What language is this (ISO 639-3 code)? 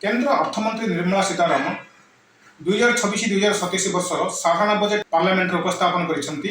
ori